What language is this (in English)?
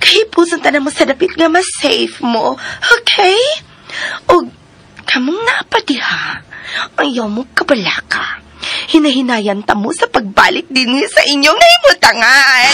Cebuano